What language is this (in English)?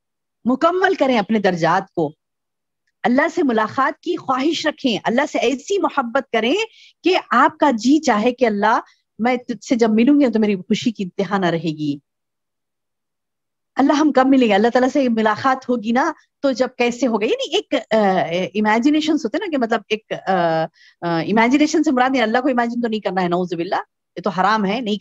Urdu